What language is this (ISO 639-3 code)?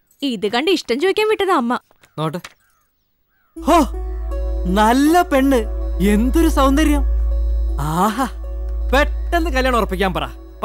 mal